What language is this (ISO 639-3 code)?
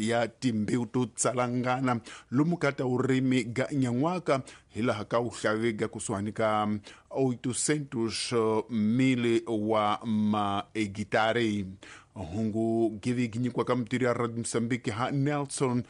tso